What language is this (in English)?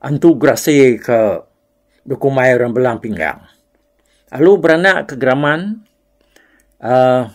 Iban